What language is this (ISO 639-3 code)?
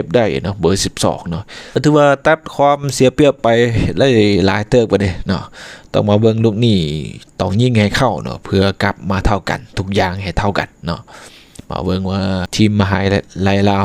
lao